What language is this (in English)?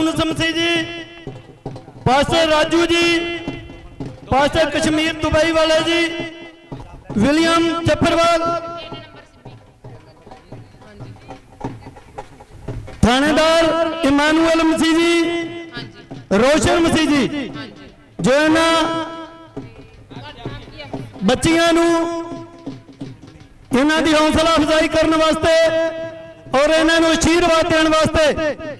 Punjabi